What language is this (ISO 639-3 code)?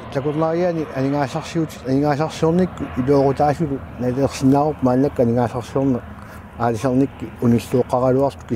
kal